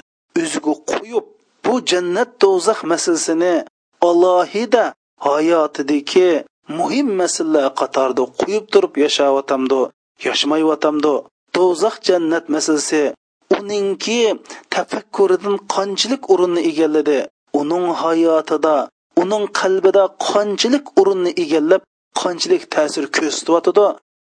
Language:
Uyghur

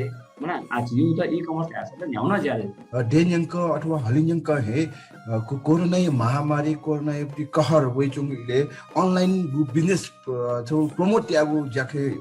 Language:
Newari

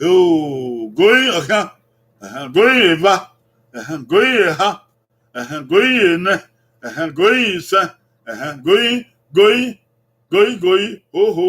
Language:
Bini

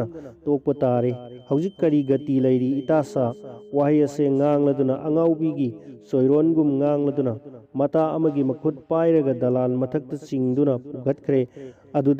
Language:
Manipuri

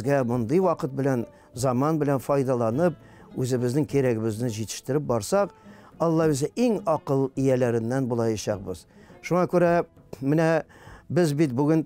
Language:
Tatar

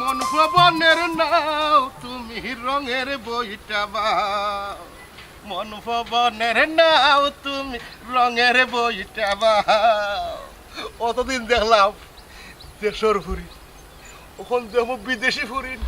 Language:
Sylheti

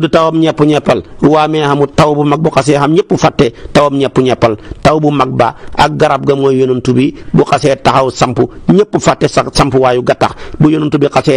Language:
Wolof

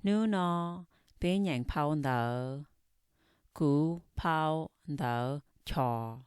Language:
Hmong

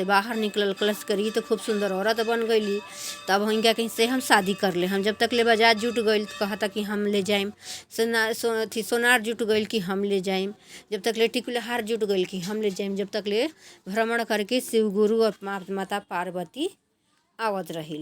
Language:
Bhojpuri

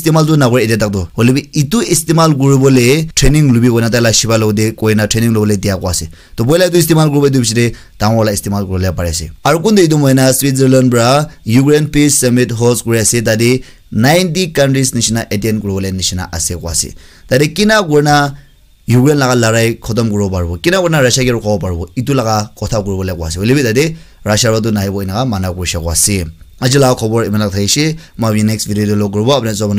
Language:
Naga Pidgin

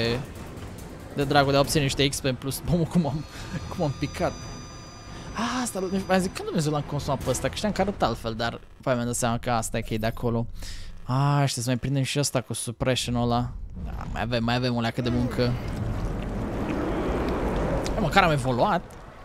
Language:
Romanian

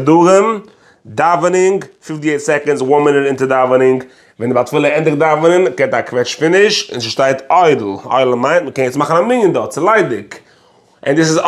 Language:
Yiddish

